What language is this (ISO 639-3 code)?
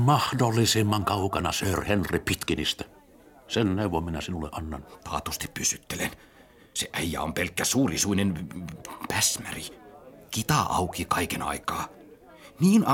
fin